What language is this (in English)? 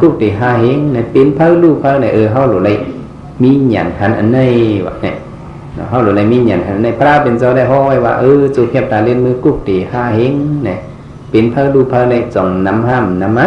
Shan